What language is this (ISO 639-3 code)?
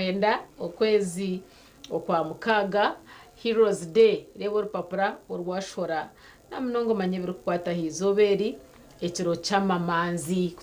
nyn